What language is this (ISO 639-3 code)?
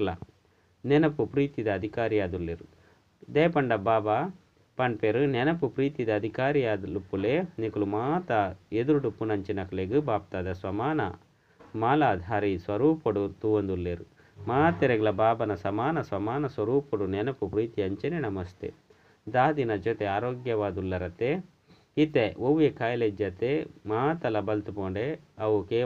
tcy